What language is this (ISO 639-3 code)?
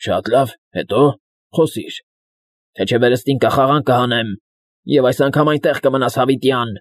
hye